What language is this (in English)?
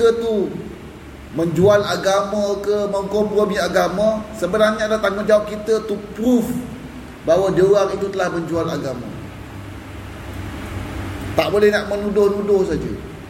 Malay